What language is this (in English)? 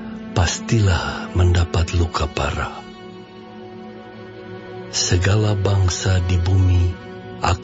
Indonesian